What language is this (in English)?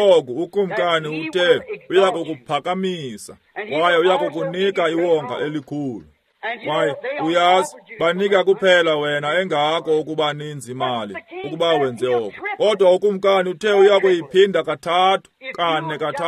Xhosa